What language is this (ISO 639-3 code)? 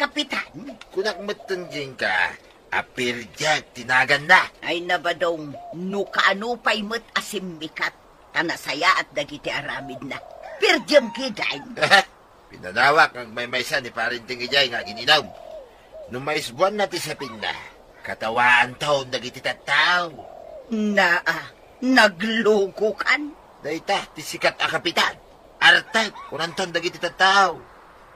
ilo